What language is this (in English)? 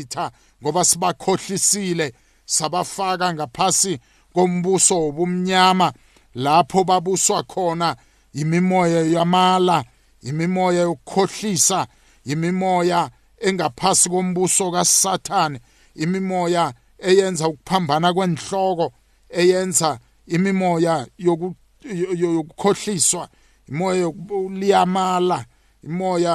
South Ndebele